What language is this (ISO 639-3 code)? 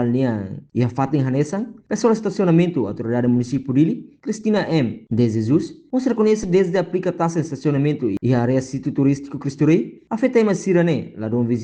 tet